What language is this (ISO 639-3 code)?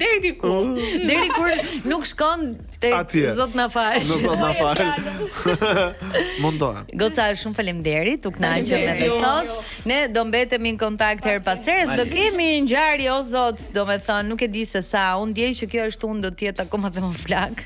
sqi